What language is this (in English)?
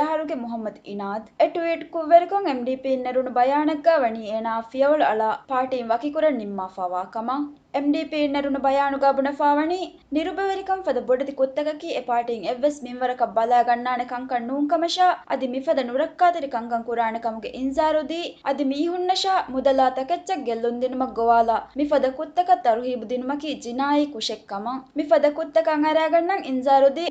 Divehi